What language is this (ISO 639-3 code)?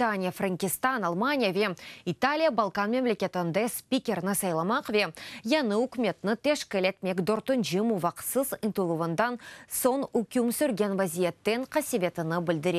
crh